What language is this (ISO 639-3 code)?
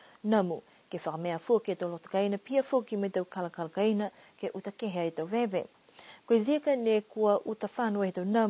niu